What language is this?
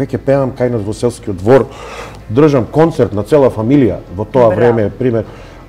Macedonian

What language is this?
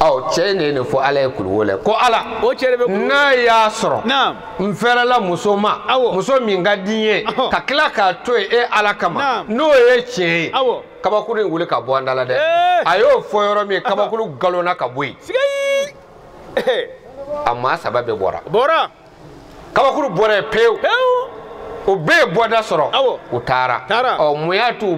Bambara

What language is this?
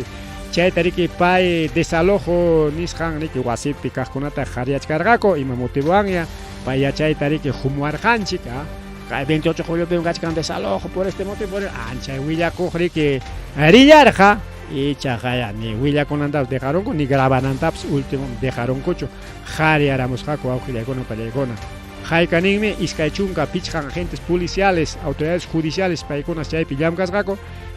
Ayacucho Quechua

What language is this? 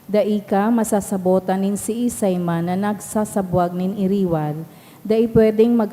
Bikol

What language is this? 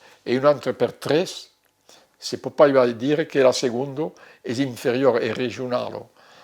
Occitan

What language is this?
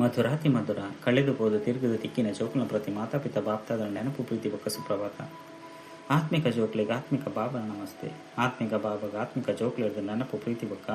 Tulu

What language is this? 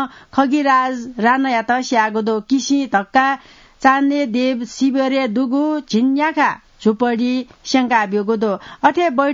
Newari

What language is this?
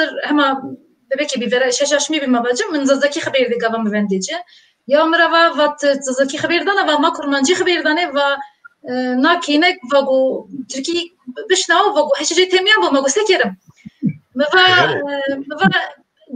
Zaza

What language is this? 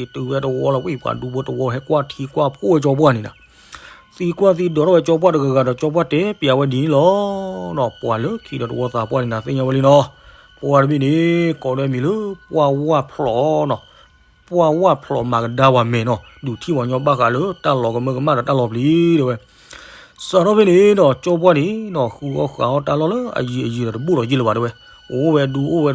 S'gaw Karen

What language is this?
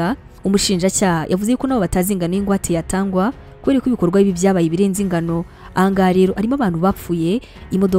Kinyarwanda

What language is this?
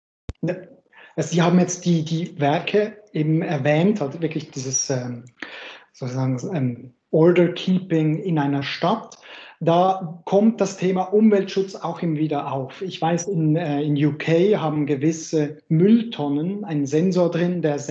German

